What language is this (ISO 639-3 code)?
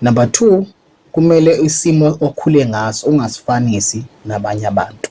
zul